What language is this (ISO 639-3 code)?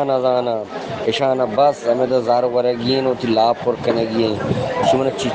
bgp